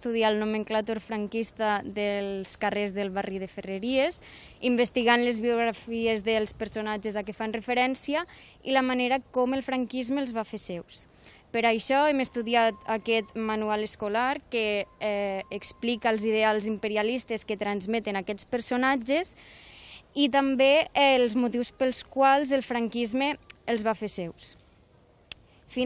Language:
Catalan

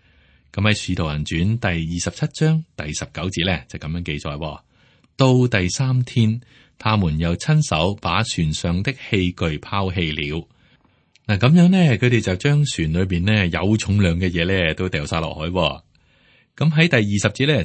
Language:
Cantonese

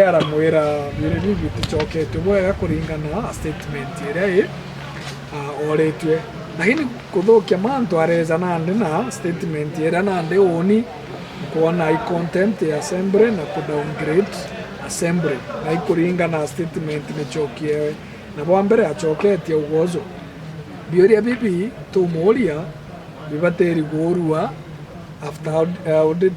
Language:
Meru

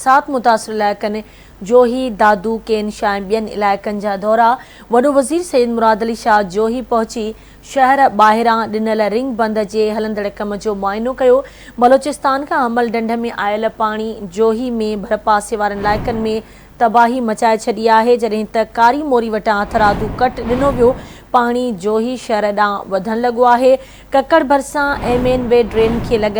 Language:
Sindhi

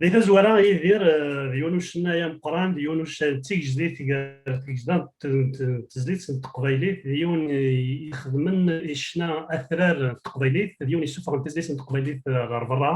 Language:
Kabyle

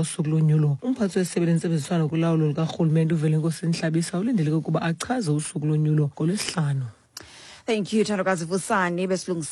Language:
Xhosa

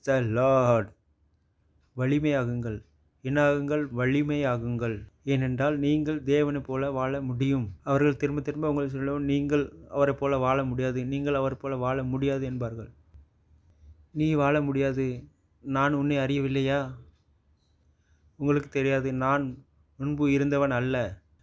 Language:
Tamil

